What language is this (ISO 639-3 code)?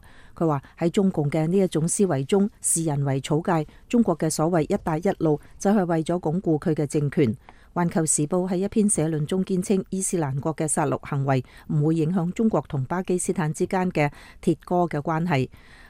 yue